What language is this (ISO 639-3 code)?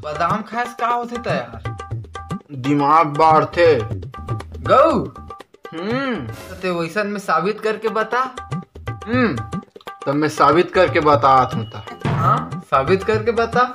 hne